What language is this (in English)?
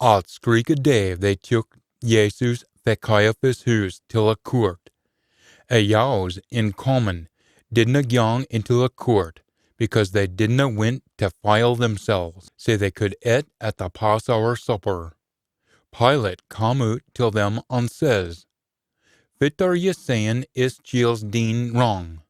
Scots